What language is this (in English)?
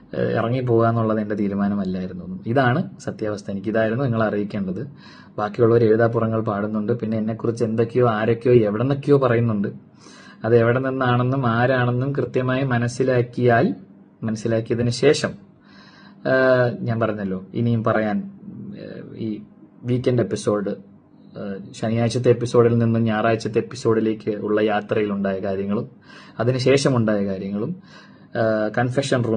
Malayalam